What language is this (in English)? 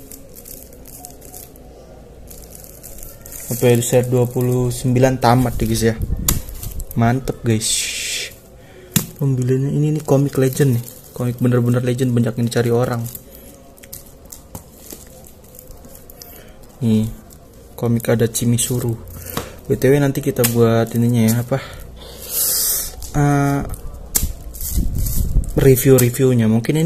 Indonesian